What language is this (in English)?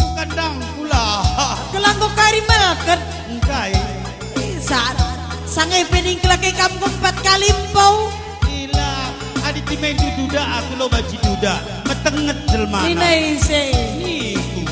Batak Karo